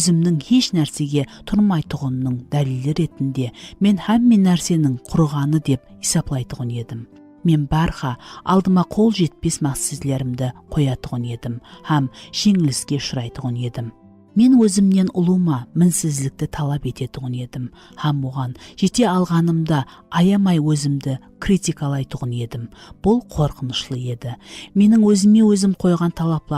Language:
Kara-Kalpak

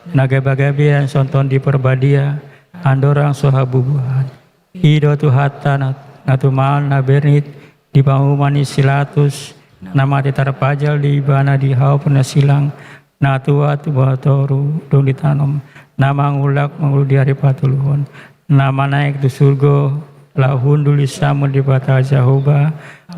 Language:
Batak Toba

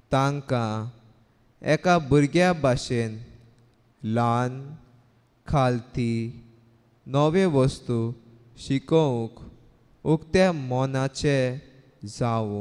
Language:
Konkani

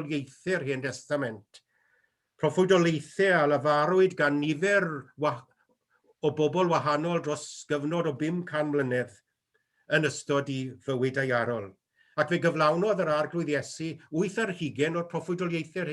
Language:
Welsh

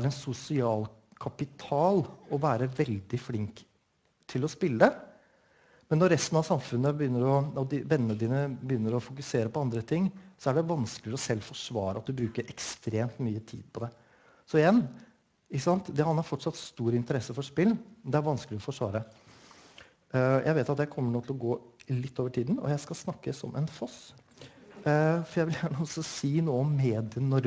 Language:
Norwegian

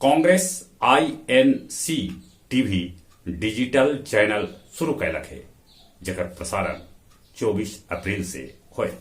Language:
Magahi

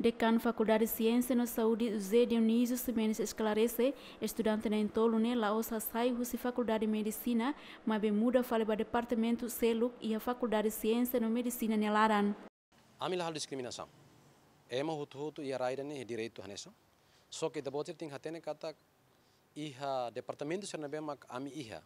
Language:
Tetum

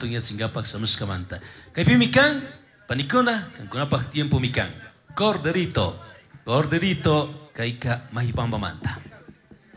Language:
Chimborazo Highland Quichua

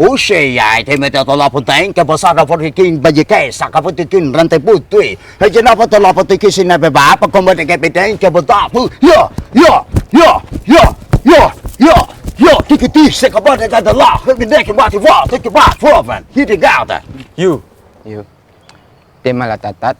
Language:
Minangkabau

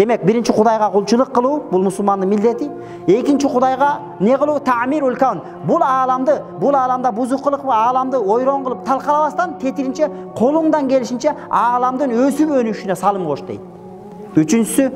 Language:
Kyrgyz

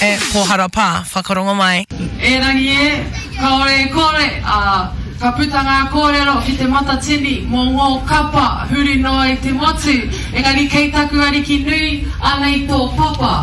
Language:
Māori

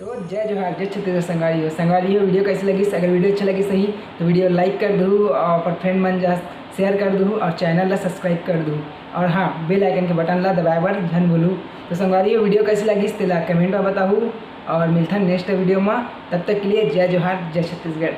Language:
Chhattisgarhi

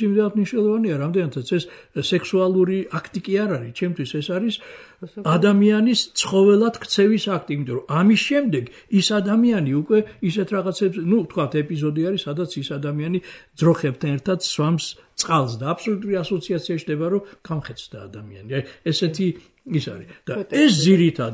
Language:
Georgian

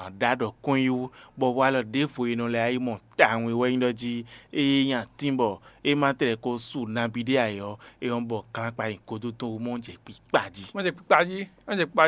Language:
Fon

